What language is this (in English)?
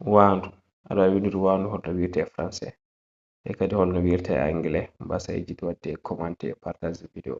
Fula